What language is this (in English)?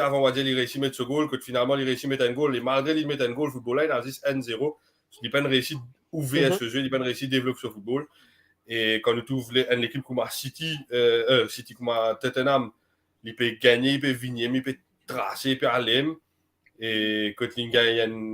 Morisyen